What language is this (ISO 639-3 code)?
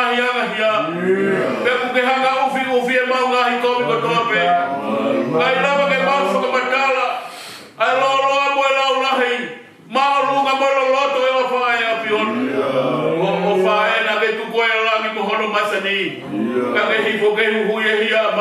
ton